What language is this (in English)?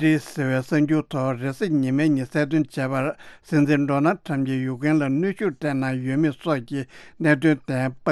Tibetan